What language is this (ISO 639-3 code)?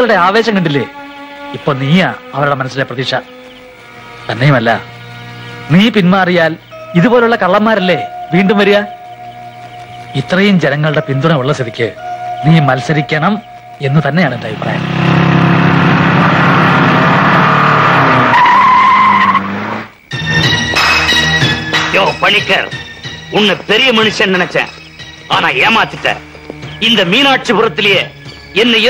mal